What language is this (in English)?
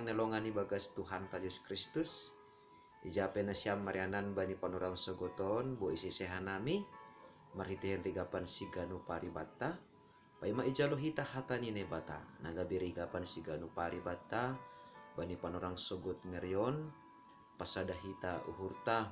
Batak Simalungun